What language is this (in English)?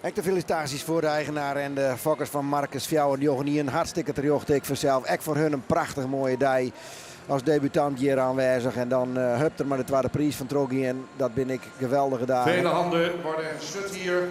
Western Frisian